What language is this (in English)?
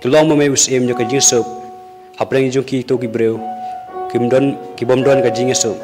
Khasi